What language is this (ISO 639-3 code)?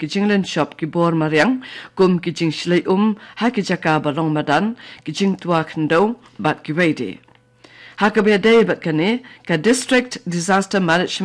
kha